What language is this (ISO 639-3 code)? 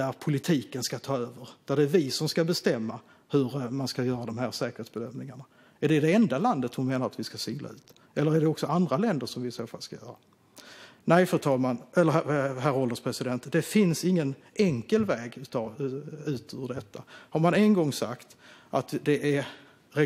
swe